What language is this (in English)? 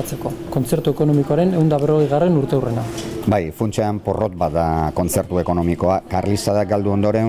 Basque